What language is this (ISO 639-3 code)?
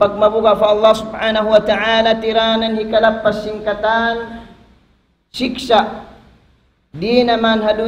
tsg